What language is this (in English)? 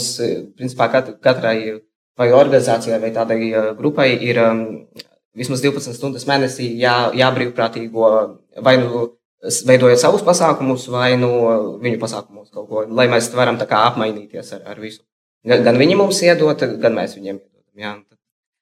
Latvian